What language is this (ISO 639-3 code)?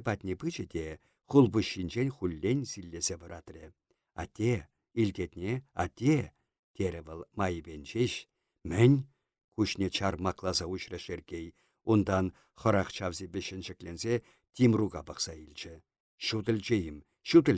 chv